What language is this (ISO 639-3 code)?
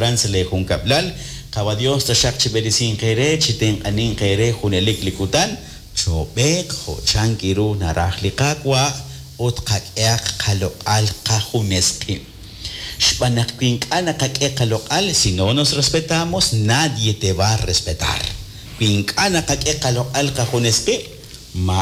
kek